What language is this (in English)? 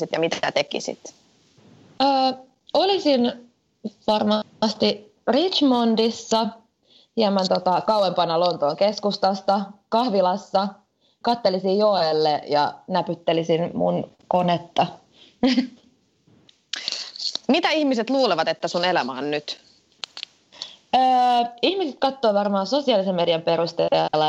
Finnish